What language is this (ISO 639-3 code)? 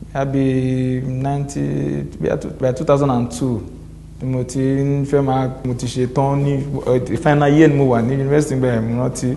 yor